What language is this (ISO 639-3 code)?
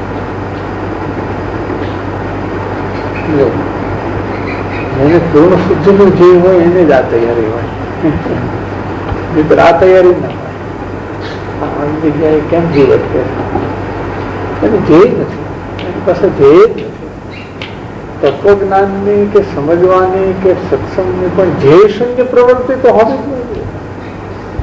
guj